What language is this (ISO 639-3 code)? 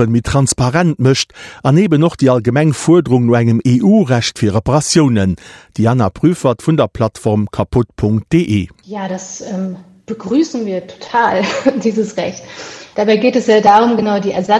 ltz